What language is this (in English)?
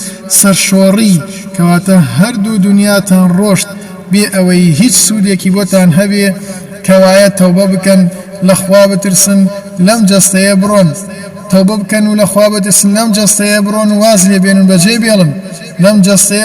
Central Kurdish